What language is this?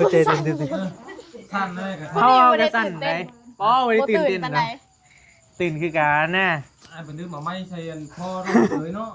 Northeastern Thai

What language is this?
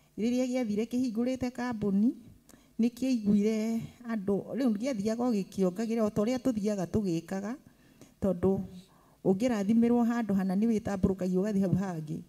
Kikuyu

